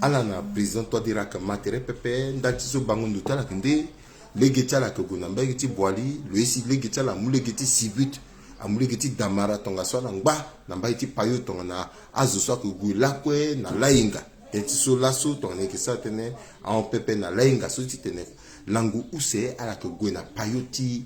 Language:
Sango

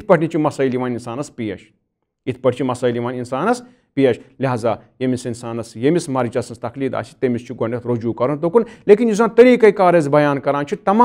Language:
Kashmiri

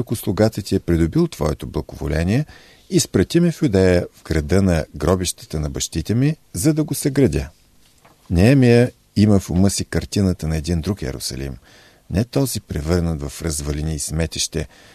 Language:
Bulgarian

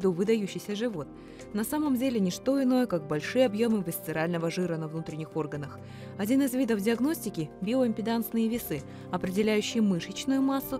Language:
Russian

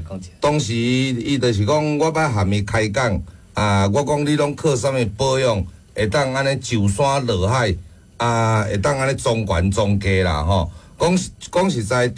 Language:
Min Nan Chinese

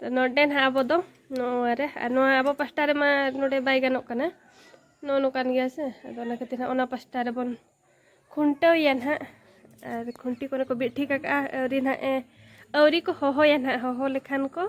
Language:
Santali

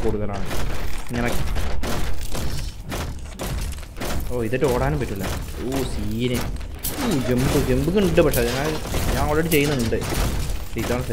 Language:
Malayalam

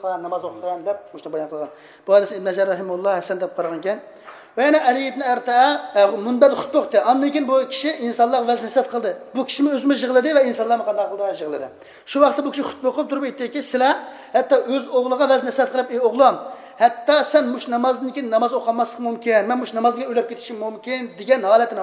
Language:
Uyghur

